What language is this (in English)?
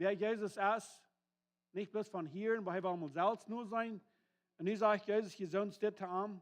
Plautdietsch